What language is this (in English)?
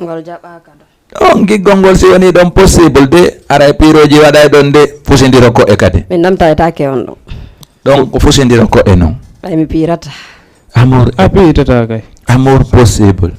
Fula